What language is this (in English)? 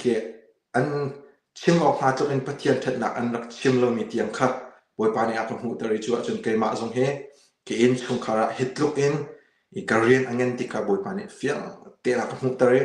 Hakha Chin